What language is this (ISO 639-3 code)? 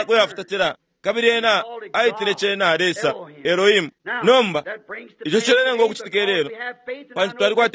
bem